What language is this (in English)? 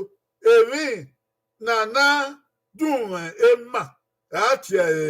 Bini